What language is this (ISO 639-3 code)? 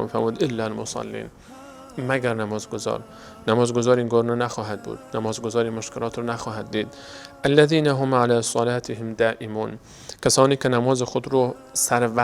fas